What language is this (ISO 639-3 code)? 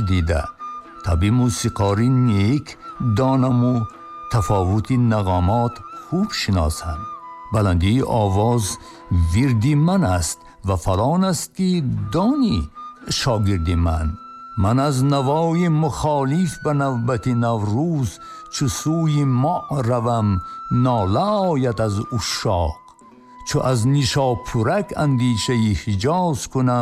tgk